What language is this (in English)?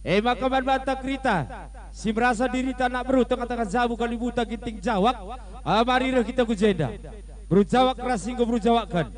Batak Karo